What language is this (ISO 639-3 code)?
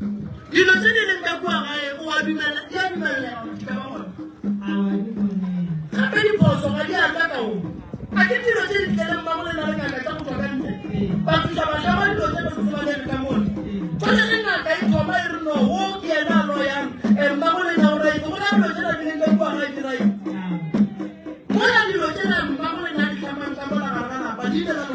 nso